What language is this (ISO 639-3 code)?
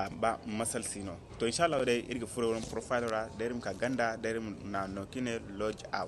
dje